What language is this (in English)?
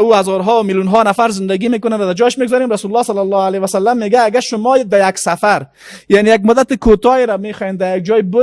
Persian